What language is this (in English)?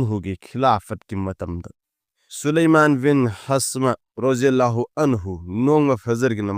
Manipuri